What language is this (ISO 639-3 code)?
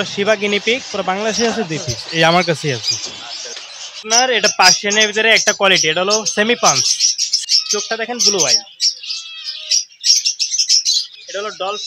ben